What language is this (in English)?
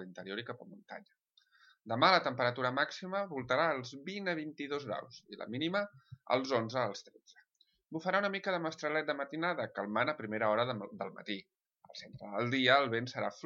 Catalan